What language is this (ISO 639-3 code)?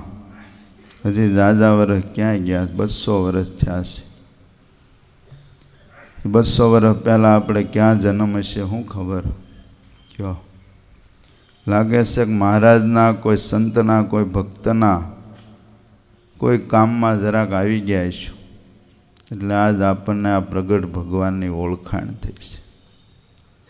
guj